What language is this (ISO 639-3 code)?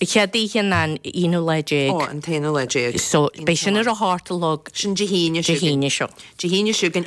gle